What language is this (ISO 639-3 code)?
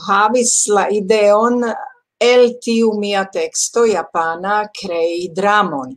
epo